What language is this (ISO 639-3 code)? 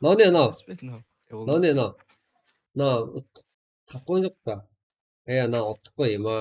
kaa